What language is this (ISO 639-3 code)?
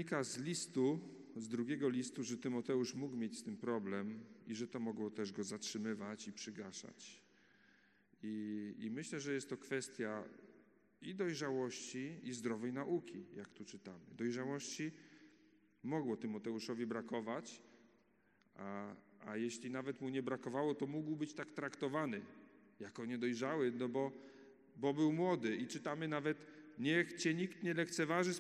pol